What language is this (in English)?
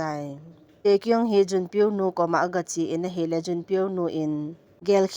Thado Chin